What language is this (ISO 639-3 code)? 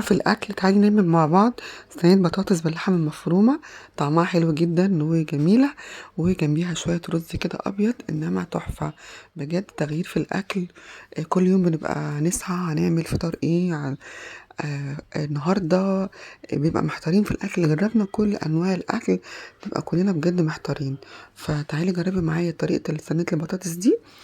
arz